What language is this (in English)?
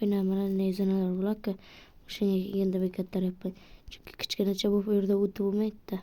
Uzbek